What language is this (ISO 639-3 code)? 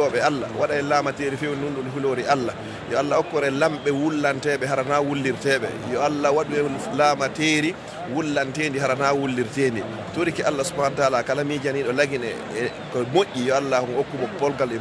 ful